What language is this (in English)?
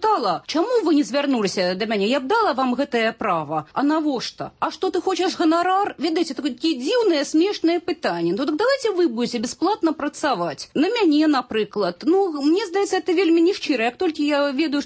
Belarusian